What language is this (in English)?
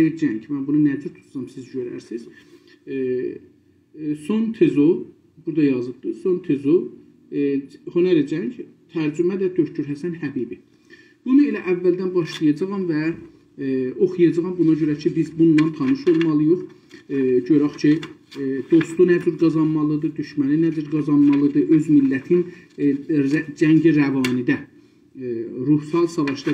South Azerbaijani